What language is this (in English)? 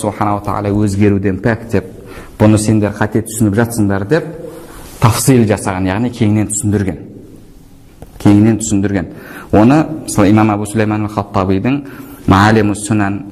Kazakh